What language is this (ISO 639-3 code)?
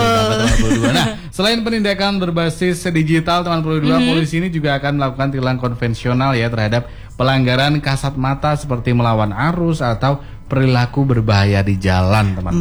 ind